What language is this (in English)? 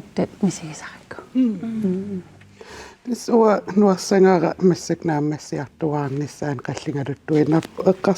Kalaallisut